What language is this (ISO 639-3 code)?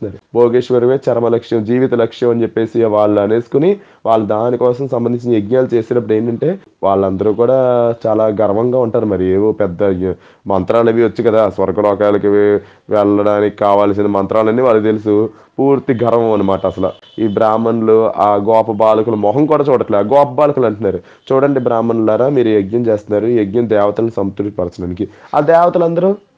tel